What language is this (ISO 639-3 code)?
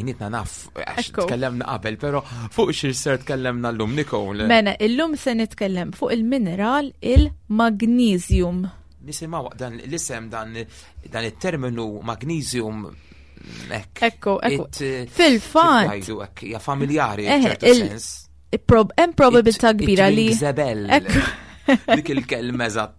mlt